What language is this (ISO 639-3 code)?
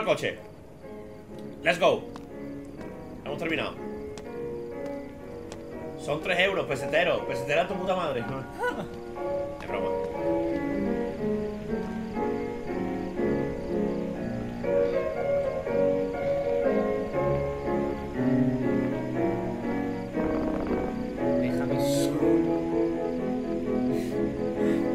spa